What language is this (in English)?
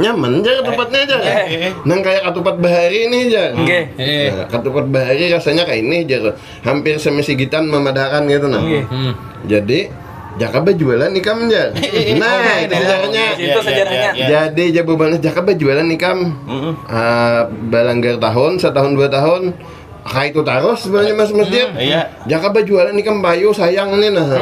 Banjar